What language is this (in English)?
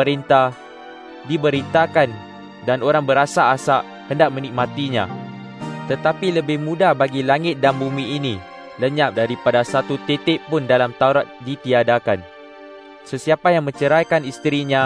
Malay